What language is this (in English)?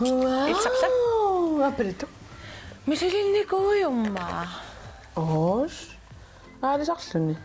Kalaallisut